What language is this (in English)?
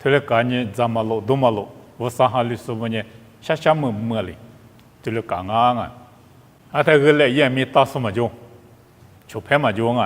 Lisu